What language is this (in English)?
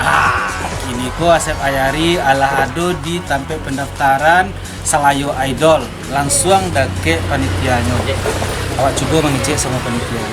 Minangkabau